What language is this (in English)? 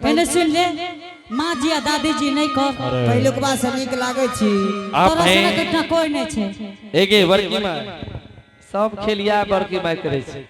Angika